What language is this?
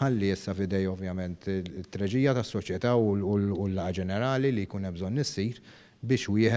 Maltese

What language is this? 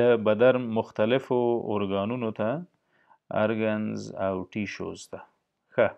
Pashto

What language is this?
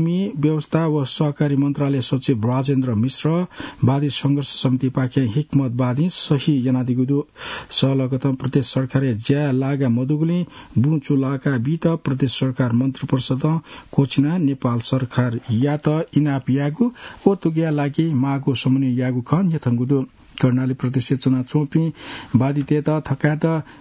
Newari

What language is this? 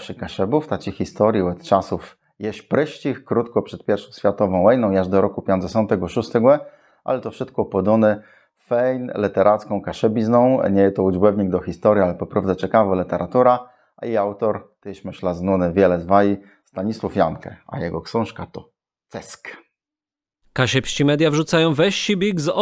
Kashubian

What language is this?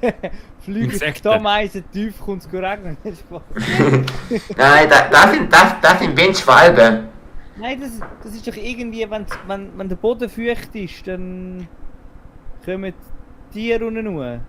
Swiss German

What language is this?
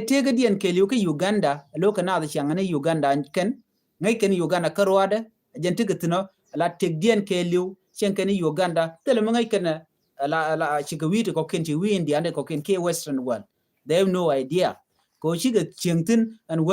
Nuer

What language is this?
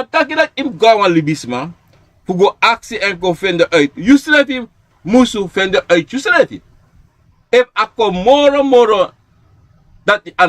Sranan Tongo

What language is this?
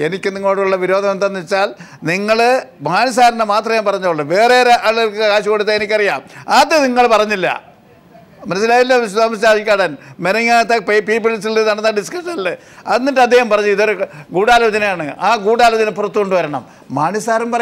Malayalam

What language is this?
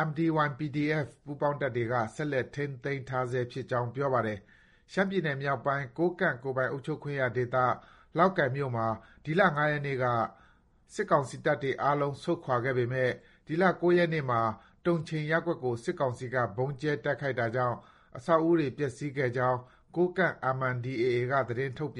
Burmese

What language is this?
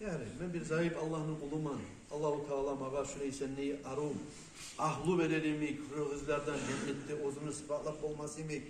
Kumyk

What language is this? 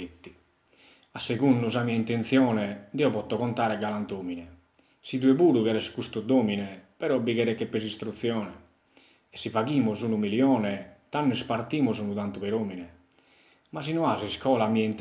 Sardinian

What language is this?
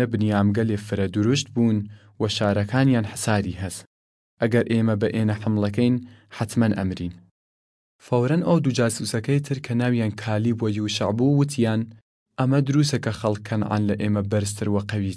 Southern Kurdish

